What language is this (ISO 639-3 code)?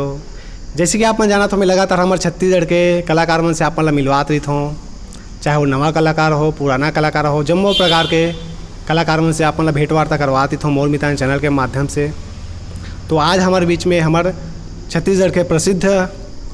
hne